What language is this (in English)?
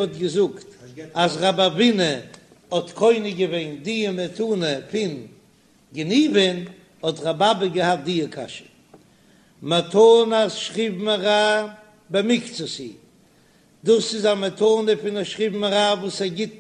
Yiddish